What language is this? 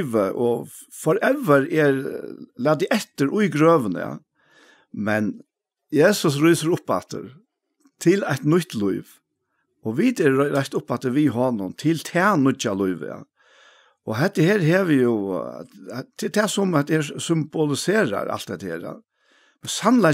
Faroese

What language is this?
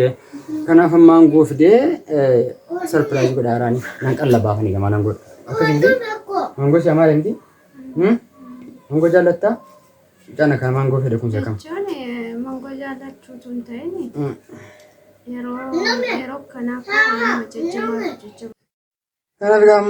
Oromo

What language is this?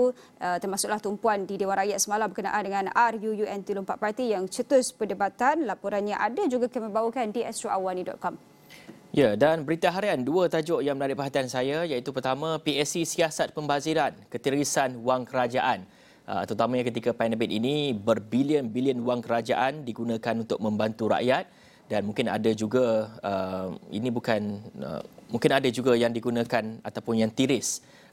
Malay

